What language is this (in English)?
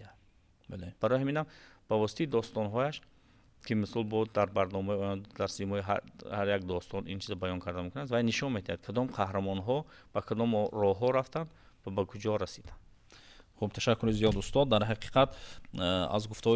Tajik